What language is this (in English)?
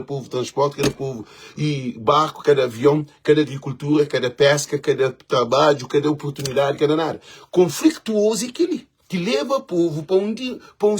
Kabuverdianu